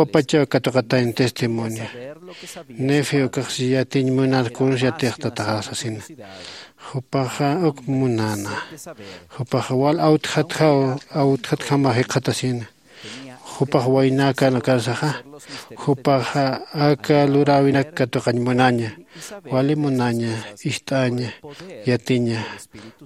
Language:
Aymara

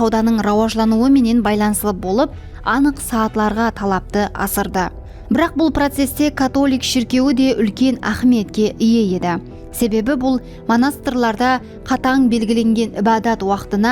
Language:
Kara-Kalpak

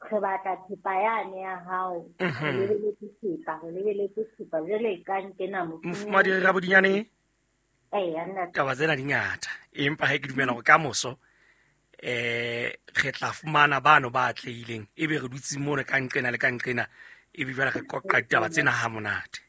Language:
Southern Sotho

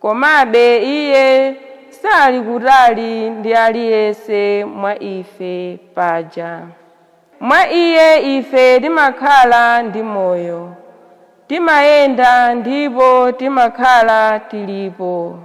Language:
Nyanja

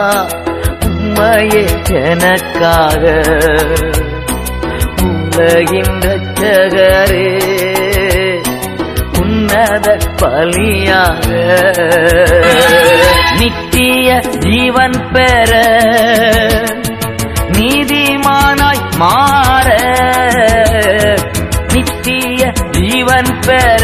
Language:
Tamil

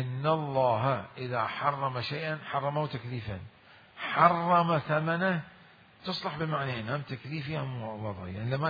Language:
Mesopotamian Arabic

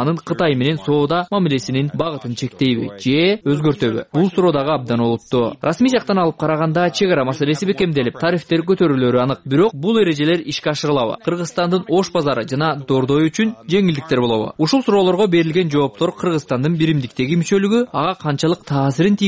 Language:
Kyrgyz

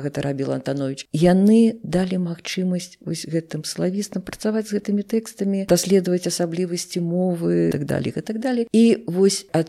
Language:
Belarusian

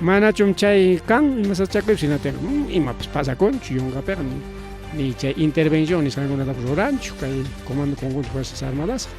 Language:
Ayacucho Quechua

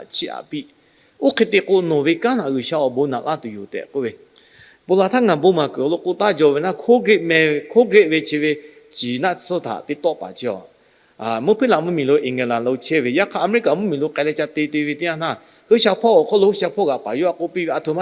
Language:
Lahu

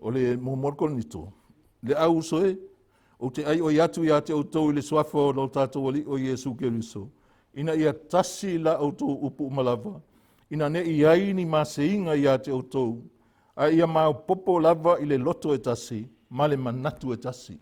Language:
Samoan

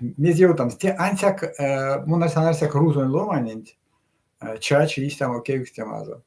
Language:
Erzya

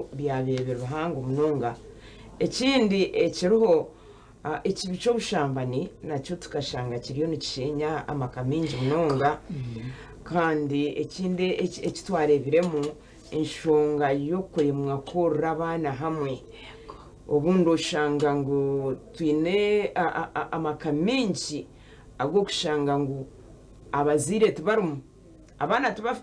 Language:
Nyankole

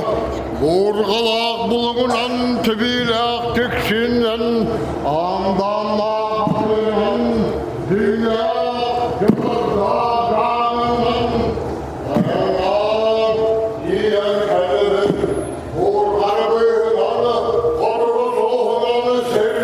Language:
Yakut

